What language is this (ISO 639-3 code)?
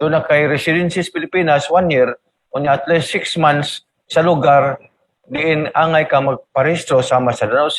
ceb